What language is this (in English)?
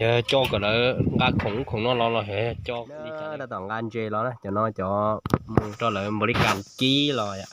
Hmong